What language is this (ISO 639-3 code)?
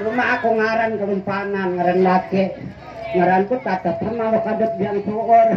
bjn